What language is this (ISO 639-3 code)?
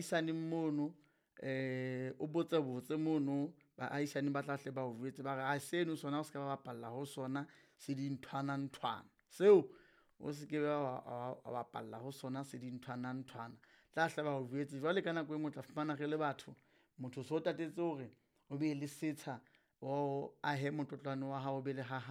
sot